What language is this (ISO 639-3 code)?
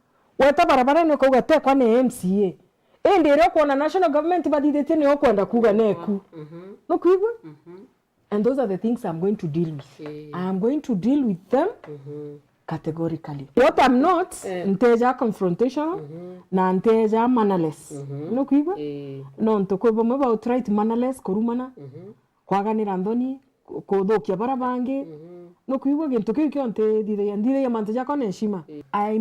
mer